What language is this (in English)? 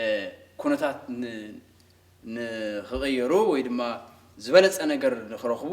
Tigrinya